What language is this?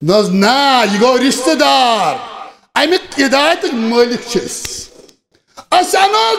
Kashmiri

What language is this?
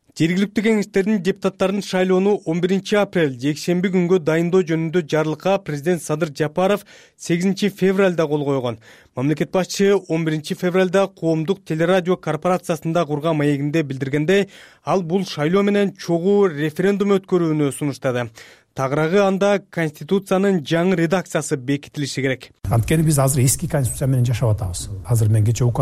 Kyrgyz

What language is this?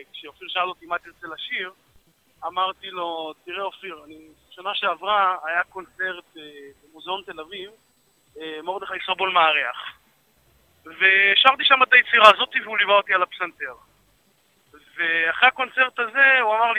Hebrew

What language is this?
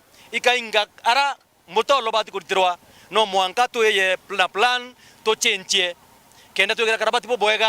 Meru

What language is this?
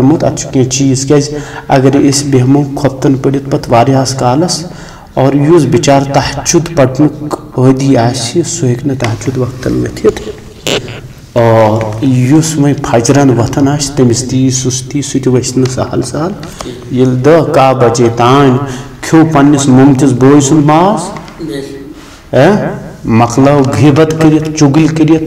Kashmiri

